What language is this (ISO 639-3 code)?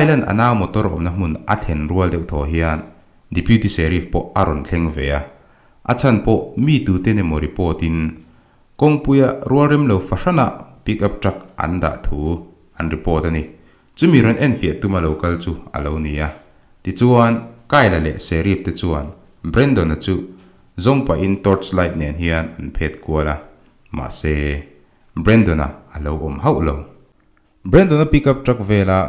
lus